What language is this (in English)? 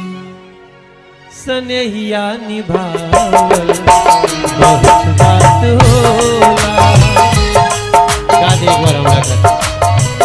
Bhojpuri